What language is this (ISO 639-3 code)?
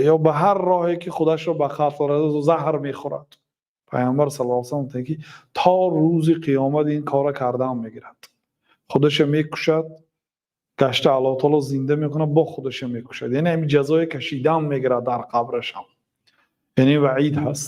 tgk